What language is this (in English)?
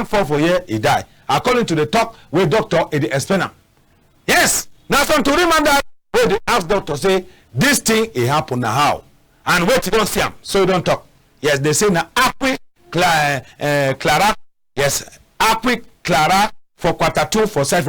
Cameroon Pidgin